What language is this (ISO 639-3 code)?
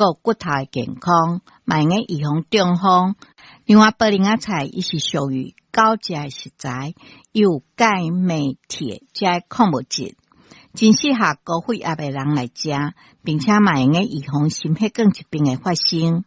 nan